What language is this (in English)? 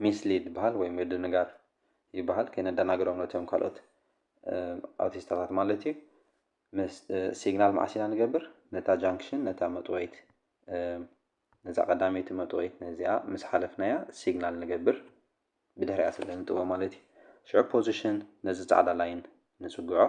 Tigrinya